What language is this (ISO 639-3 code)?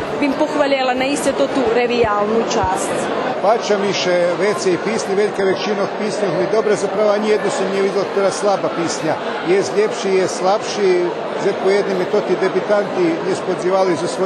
rue